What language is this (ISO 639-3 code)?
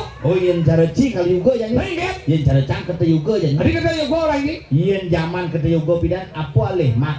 ban